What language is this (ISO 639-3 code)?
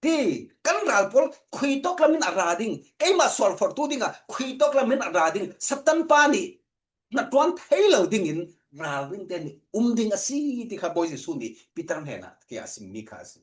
cfm